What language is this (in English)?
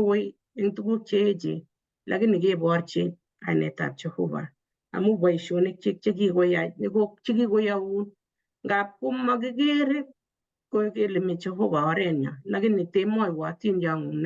Kalenjin